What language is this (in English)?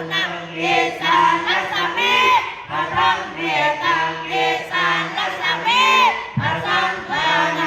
Pali